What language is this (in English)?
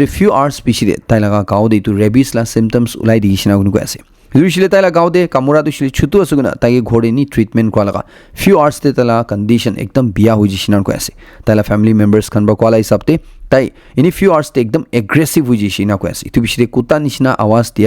Naga Pidgin